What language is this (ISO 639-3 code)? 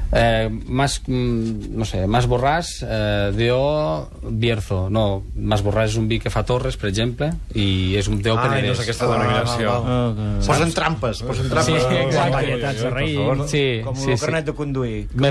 cat